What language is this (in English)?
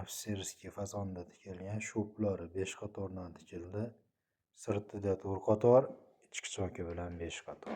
Uzbek